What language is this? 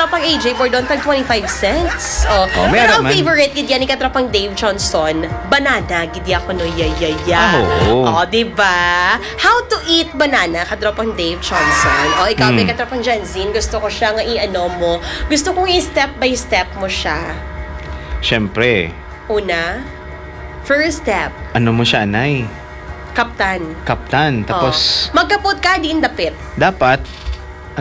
Hiligaynon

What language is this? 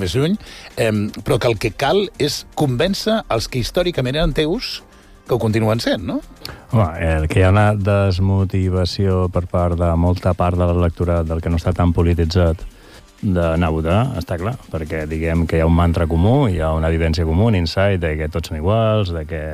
Catalan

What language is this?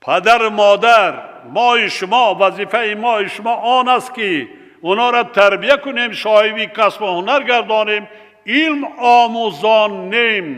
Tajik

